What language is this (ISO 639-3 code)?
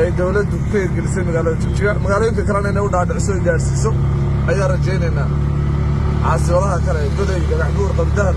som